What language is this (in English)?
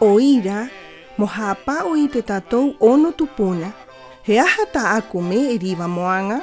Rapanui